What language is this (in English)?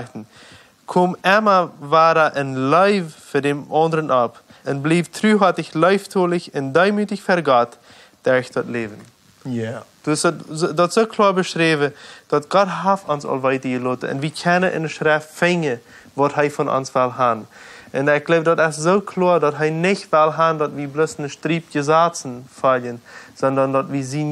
Plautdietsch